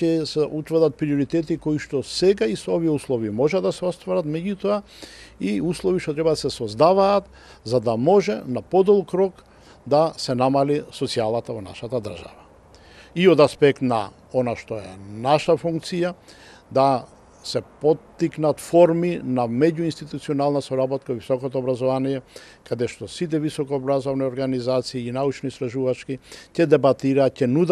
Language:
Macedonian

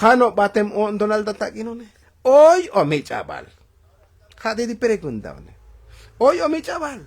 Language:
Tzotzil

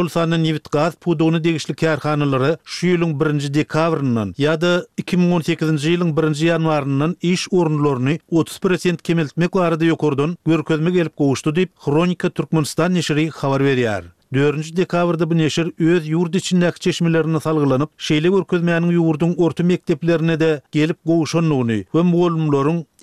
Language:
Turkmen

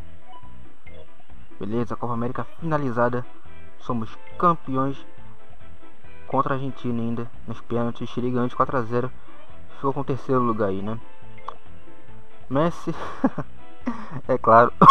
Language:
Portuguese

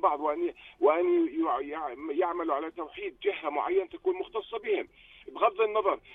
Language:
North Levantine Arabic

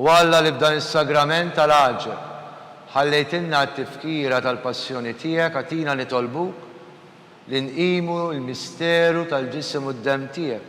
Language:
Maltese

